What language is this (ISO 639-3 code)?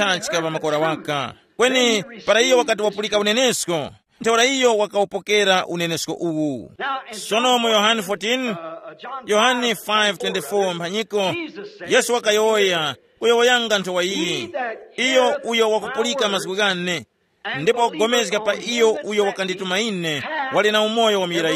tum